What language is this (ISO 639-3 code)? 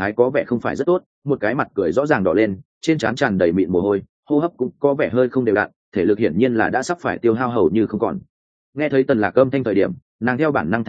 vie